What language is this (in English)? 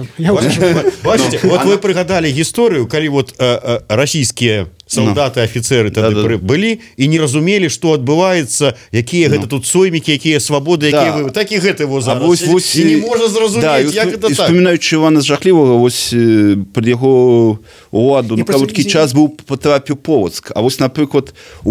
Belarusian